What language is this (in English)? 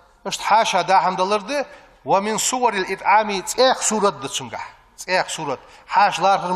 Ingush